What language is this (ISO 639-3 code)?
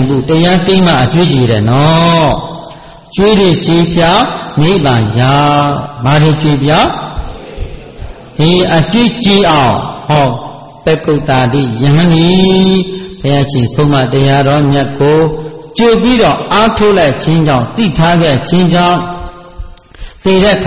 mya